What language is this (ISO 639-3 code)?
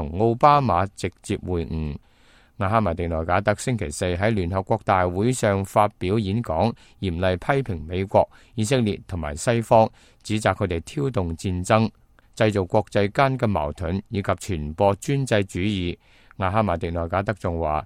yue